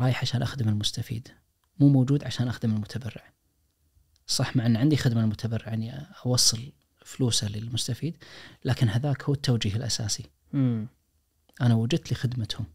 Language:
Najdi Arabic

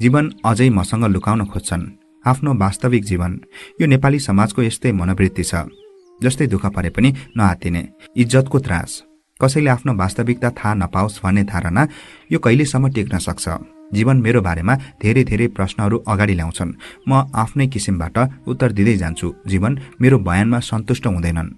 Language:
Nepali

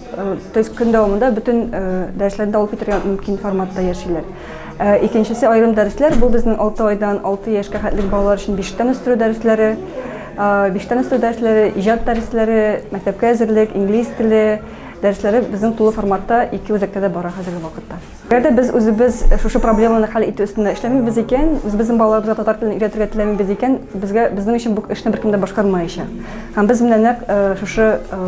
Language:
Tatar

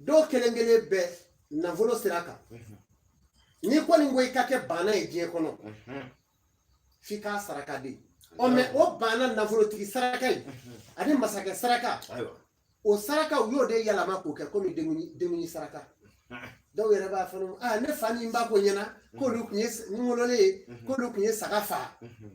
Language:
Bambara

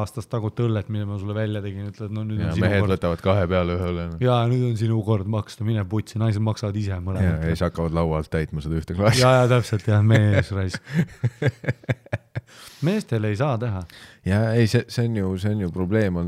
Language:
Estonian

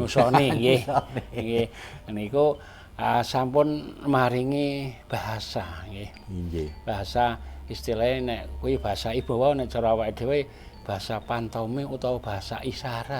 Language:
Javanese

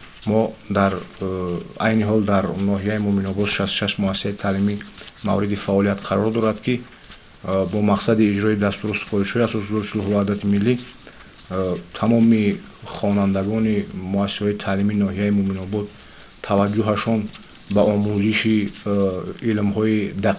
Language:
Tajik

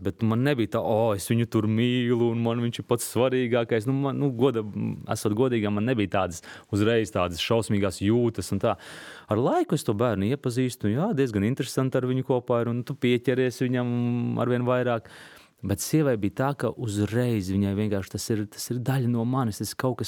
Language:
Latvian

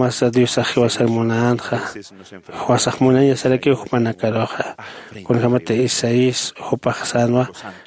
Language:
Aymara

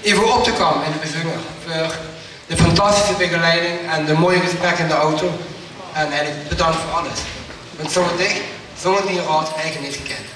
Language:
Limburgish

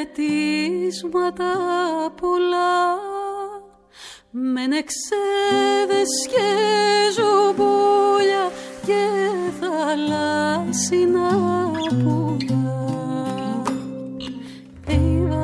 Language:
Greek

